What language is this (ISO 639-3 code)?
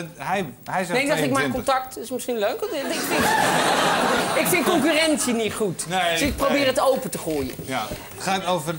nld